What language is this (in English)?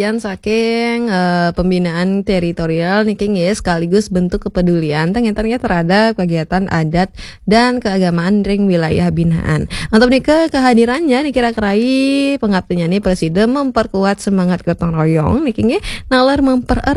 Balinese